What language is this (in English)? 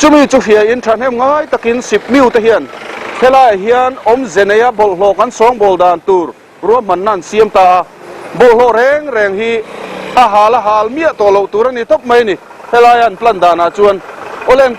Mizo